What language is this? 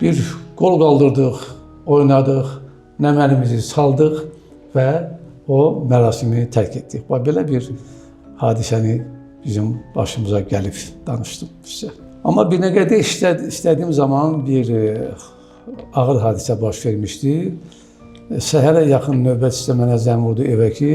Azerbaijani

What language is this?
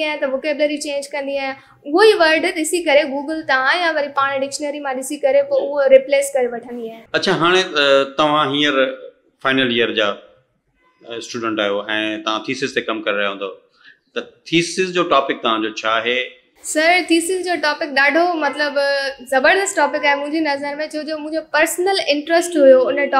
Sindhi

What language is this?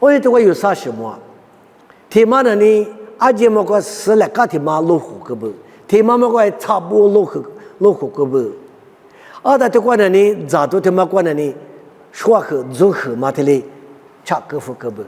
Lisu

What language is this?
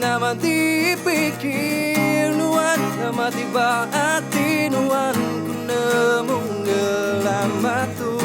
Iban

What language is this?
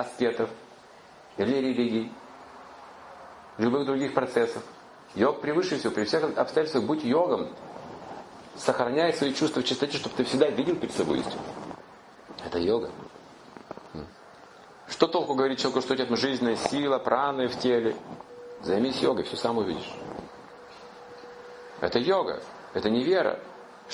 Russian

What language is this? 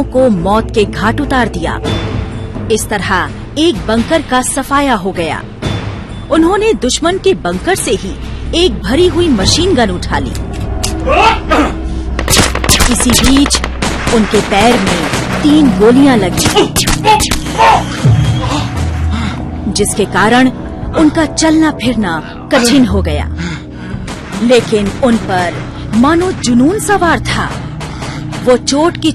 Hindi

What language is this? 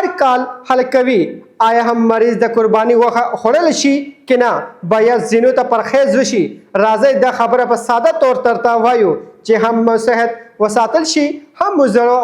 Pashto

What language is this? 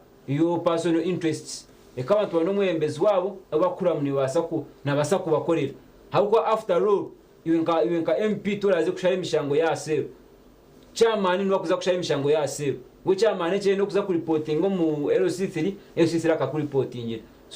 Nyankole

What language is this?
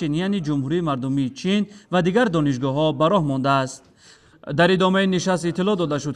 Tajik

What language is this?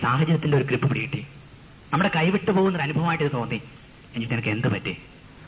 Malayalam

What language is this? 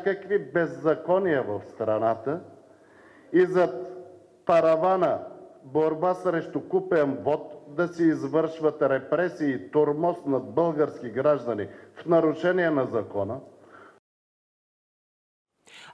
Bulgarian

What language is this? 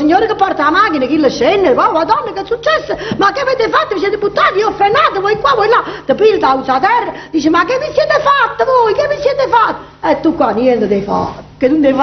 Neapolitan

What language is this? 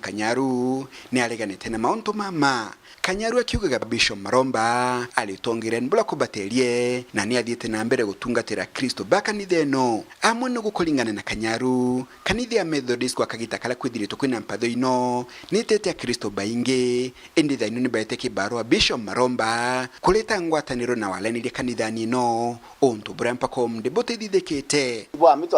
Meru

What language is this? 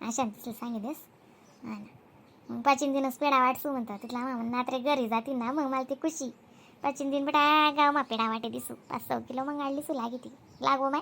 Khandesi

